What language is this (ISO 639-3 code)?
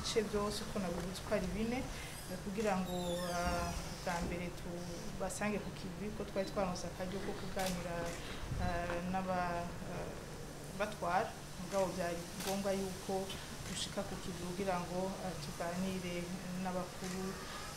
run